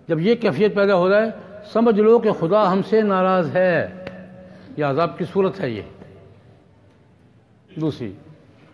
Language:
Urdu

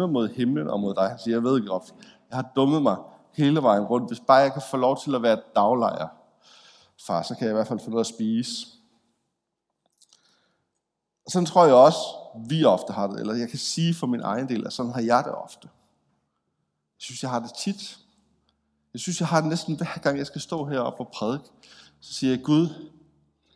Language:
Danish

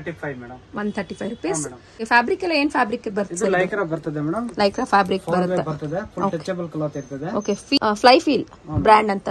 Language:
Kannada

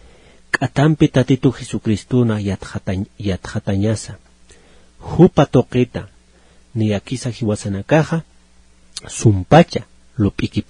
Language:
Aymara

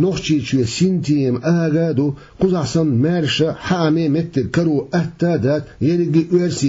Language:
Chechen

